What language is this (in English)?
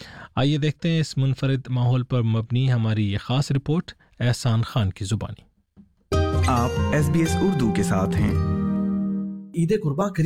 Urdu